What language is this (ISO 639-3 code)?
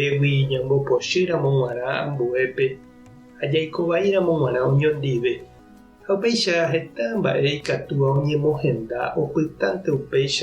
grn